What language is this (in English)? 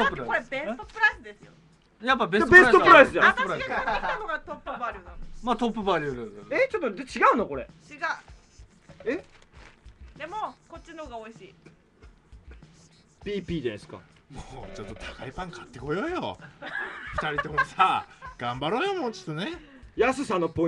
Japanese